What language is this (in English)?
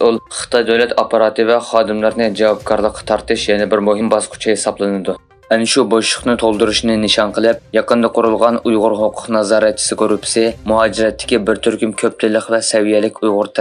Uyghur